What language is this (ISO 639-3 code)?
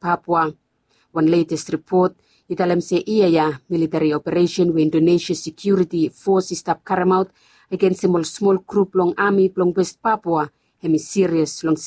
bis